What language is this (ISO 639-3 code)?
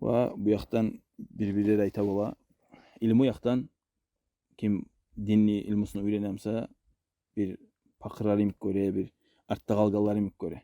kum